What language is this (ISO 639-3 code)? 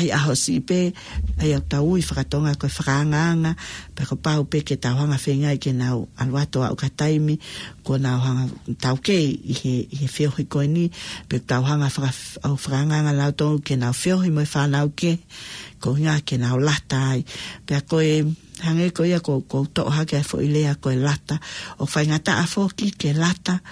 ton